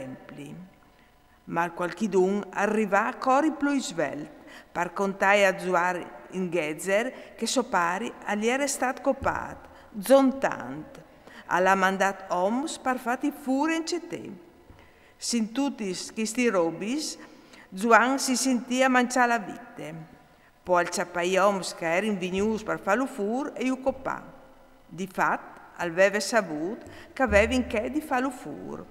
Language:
Friulian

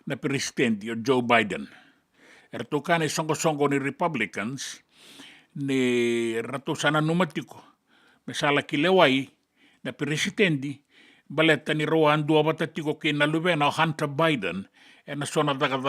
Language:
Fijian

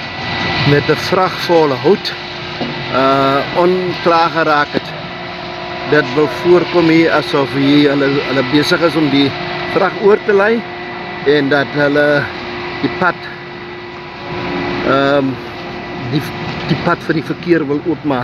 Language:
Afrikaans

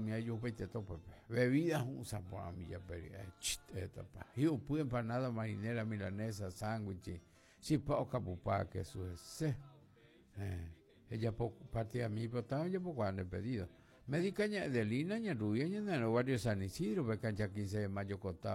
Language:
Guarani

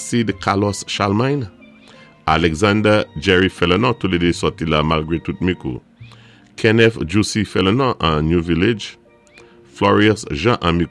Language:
Saint Lucian Creole French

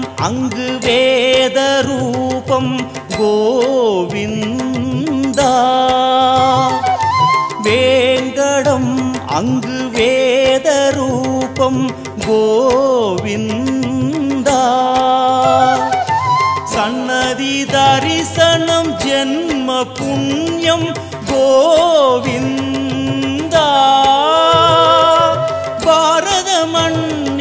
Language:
Tamil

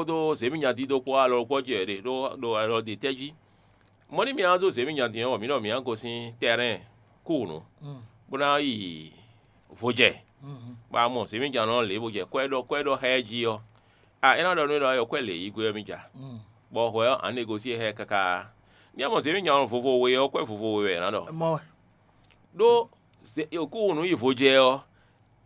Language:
Fon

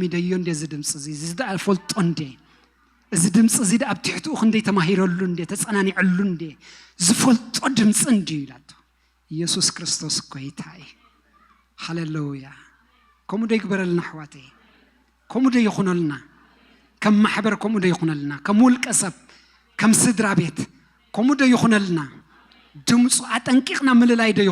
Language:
Tigrinya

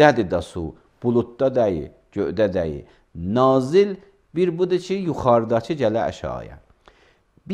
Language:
Azerbaijani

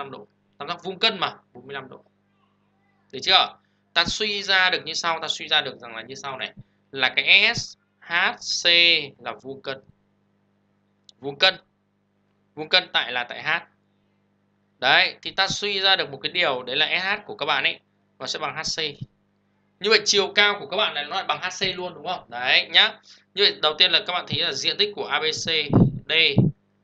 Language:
Vietnamese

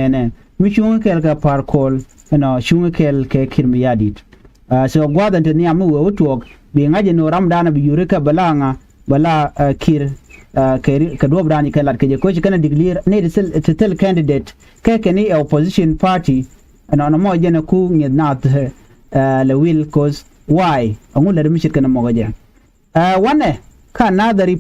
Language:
Nuer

